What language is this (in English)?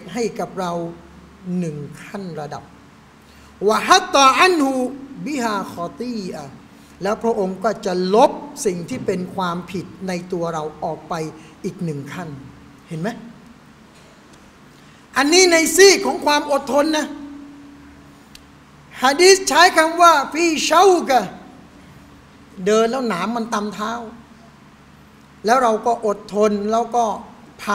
Thai